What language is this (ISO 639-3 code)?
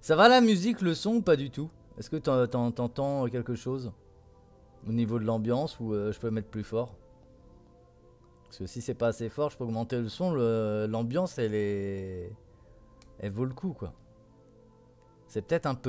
fra